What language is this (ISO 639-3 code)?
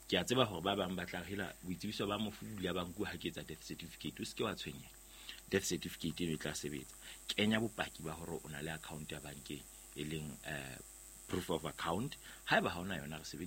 sot